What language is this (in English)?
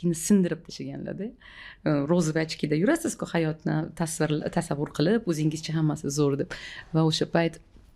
Uzbek